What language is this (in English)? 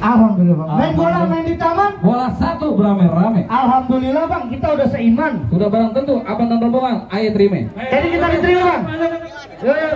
Betawi